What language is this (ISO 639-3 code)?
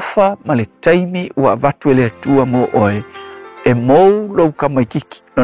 smo